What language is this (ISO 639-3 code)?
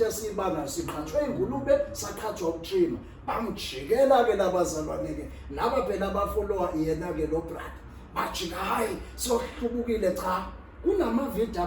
zul